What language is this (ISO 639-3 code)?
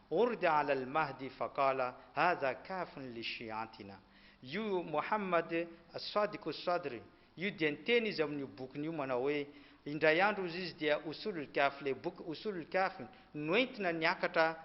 mlg